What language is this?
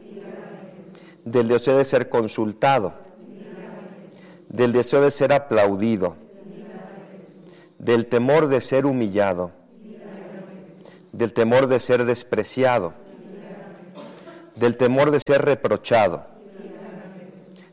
Spanish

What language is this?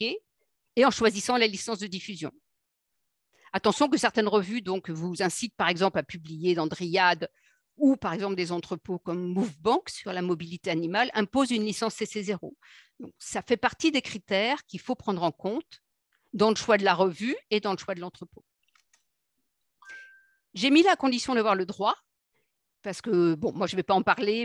French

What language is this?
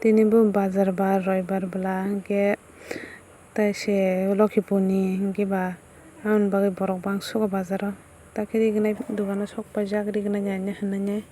Kok Borok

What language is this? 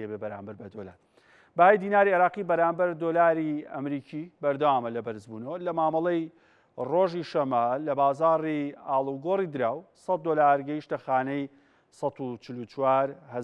Central Kurdish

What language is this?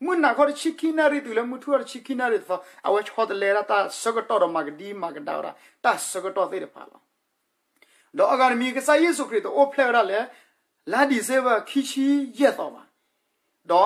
S'gaw Karen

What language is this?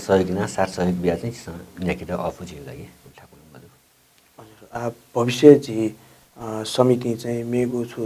Newari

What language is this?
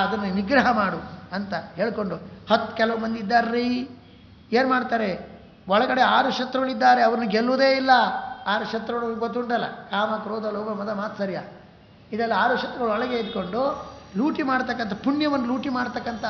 Kannada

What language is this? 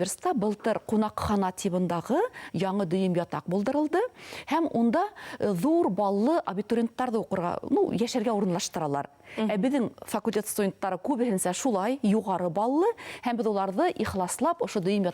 Bashkir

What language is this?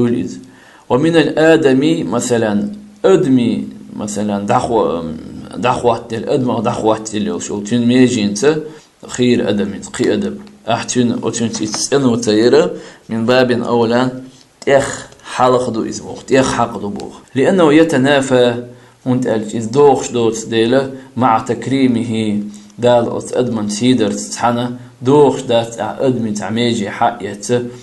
Chechen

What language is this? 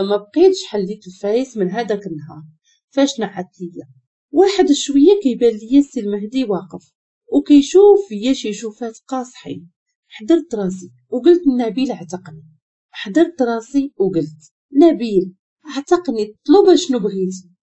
Moroccan Arabic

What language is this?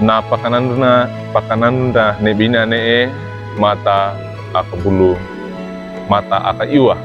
Wejewa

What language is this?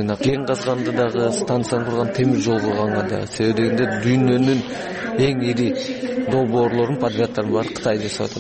Kyrgyz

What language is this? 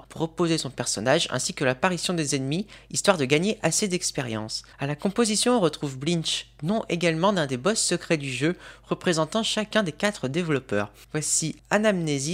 French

